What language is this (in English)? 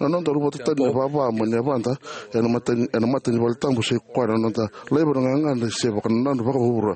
Fijian